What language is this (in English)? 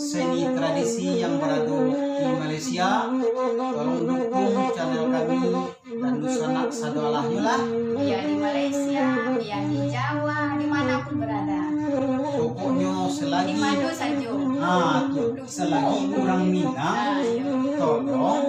Minangkabau